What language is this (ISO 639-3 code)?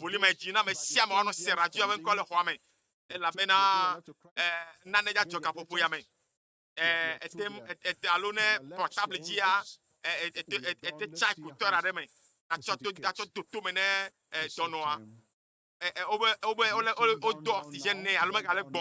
ewe